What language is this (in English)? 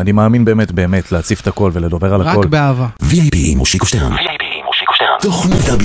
Hebrew